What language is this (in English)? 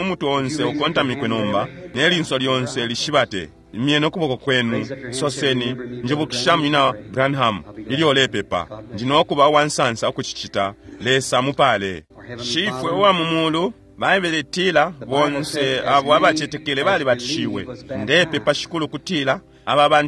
Bemba